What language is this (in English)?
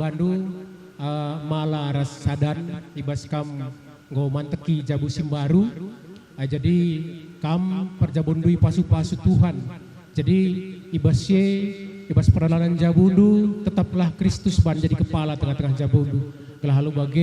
Batak Karo